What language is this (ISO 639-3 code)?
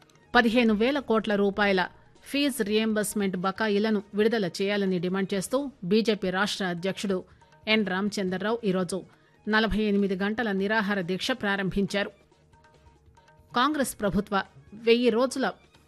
tel